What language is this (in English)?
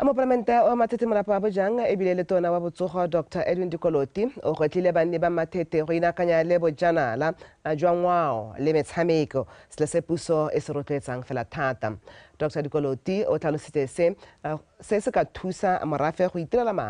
Tswana